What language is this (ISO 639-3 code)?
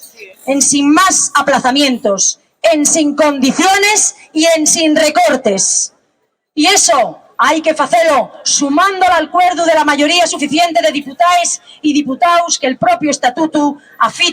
ast